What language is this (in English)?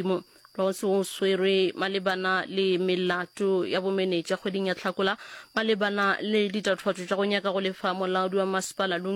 Northern Sotho